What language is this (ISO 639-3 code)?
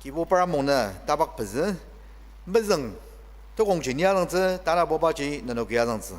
njo